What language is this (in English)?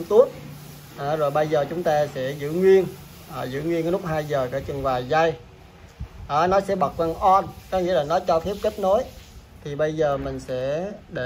Vietnamese